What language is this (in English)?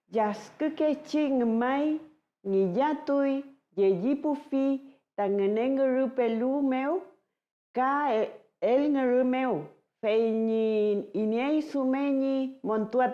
Mapuche